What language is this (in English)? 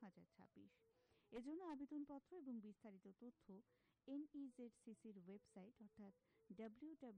Bangla